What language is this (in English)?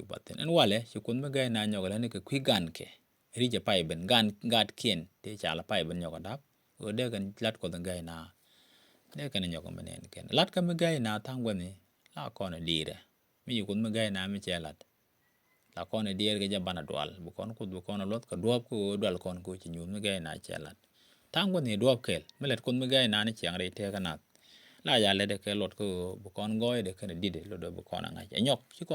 Nuer